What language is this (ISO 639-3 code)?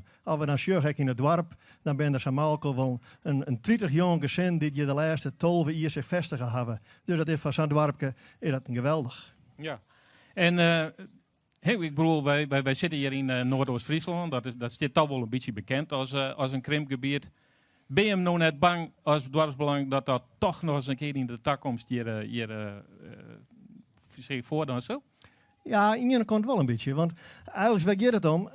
fry